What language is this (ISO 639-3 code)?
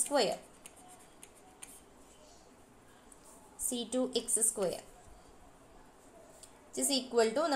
mal